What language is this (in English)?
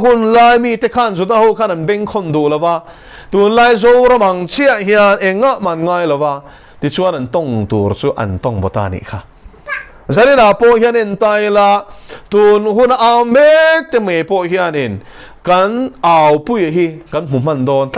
Mizo